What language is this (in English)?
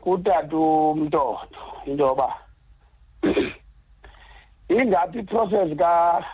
Xhosa